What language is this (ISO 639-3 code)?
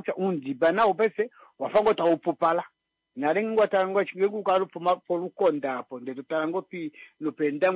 kua